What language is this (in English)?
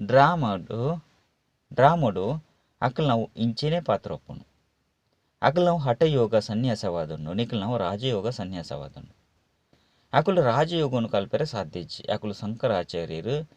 Tulu